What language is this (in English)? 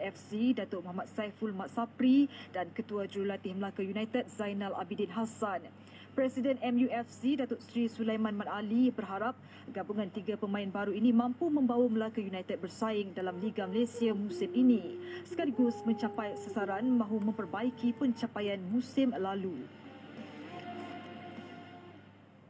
Malay